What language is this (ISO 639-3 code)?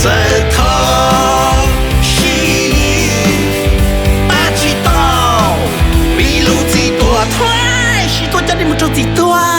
hmn